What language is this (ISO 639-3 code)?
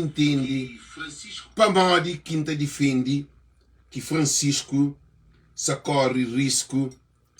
kea